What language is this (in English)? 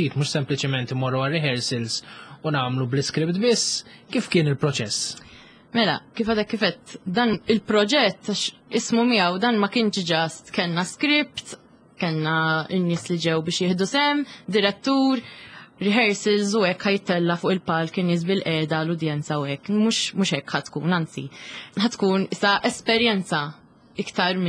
Maltese